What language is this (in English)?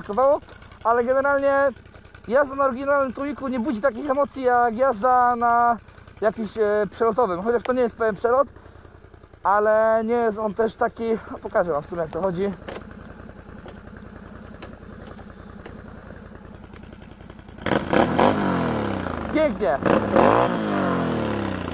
Polish